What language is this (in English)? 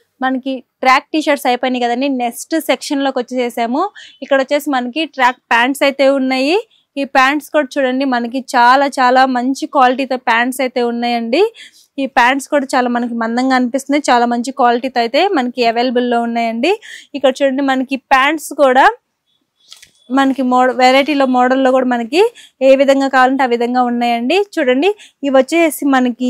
Telugu